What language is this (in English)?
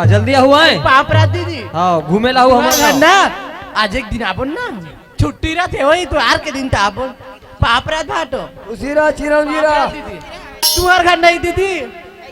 Chhattisgarhi